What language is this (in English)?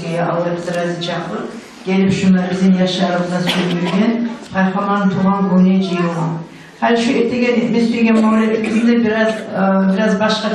Kumyk